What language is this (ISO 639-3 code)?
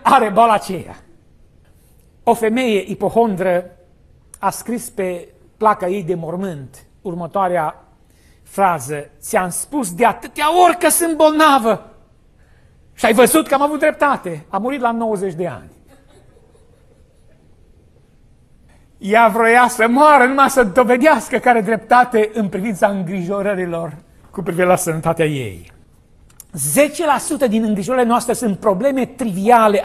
ron